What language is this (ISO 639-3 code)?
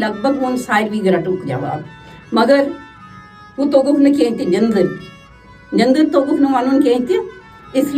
kas